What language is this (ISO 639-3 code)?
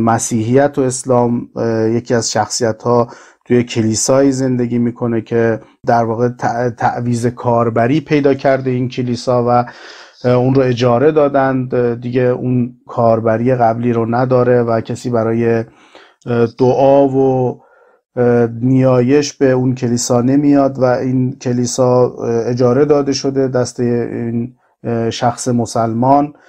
fas